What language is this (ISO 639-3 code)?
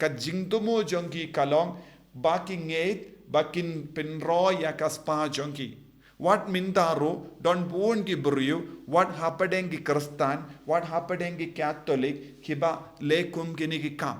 kha